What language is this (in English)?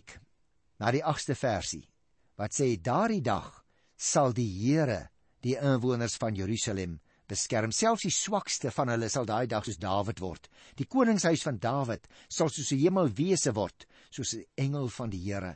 Afrikaans